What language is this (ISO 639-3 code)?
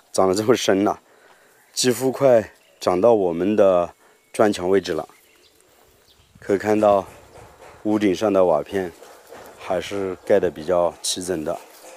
zho